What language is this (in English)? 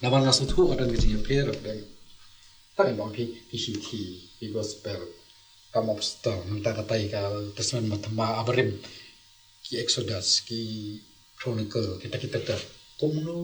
Khasi